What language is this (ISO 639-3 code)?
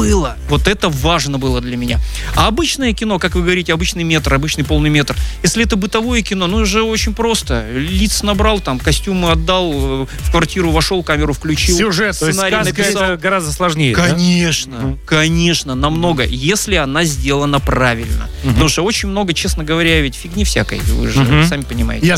rus